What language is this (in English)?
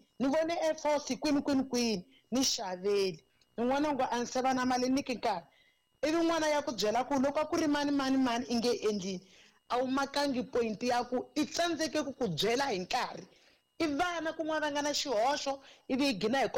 Tsonga